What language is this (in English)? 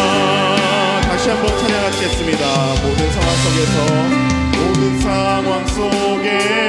Korean